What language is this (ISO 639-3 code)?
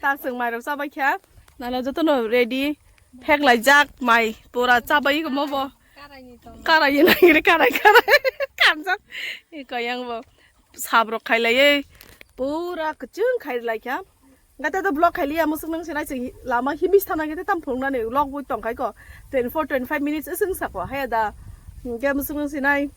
trp